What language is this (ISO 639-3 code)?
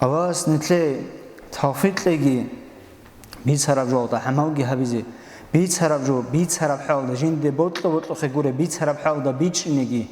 ava